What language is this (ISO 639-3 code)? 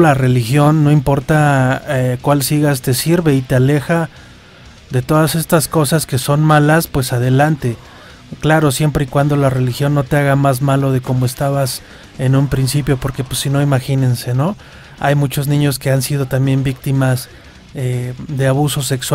spa